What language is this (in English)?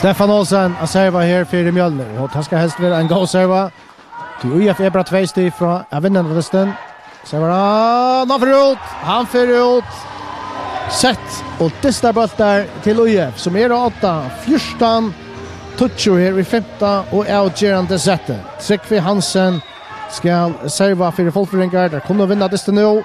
Faroese